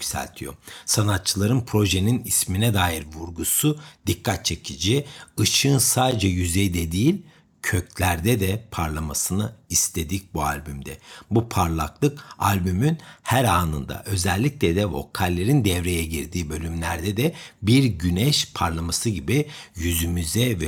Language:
Turkish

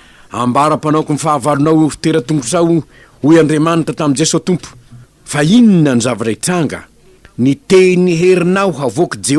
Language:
Malagasy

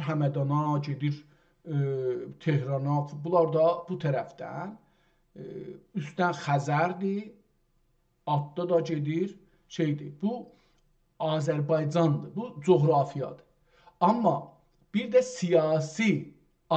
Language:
South Azerbaijani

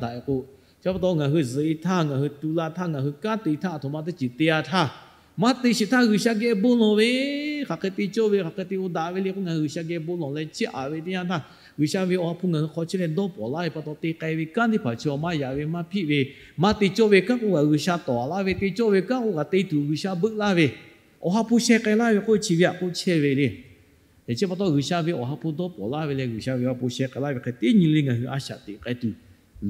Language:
Lahu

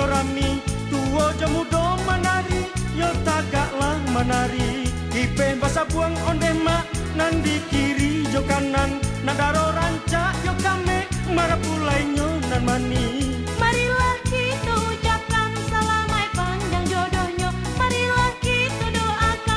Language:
Minangkabau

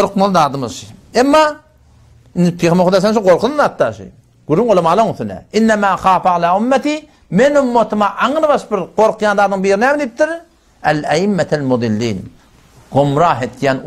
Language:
Turkmen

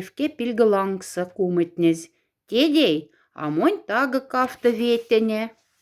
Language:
Moksha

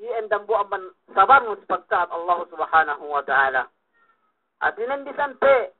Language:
Yakan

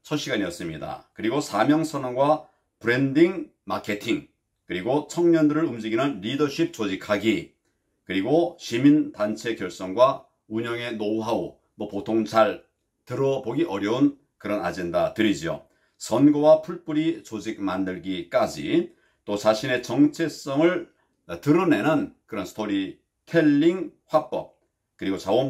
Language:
Korean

